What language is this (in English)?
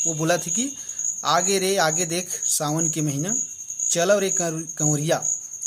Chhattisgarhi